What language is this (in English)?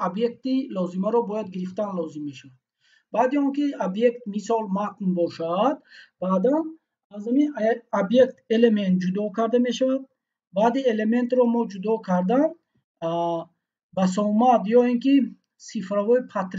Tajik